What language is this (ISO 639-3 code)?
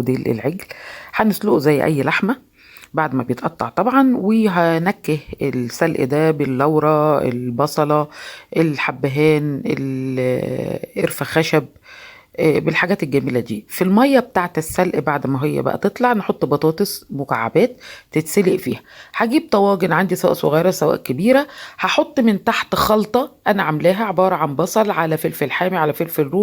arz